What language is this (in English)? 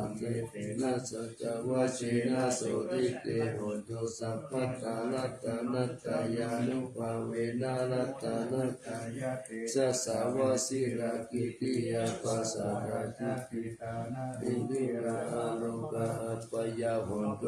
Pali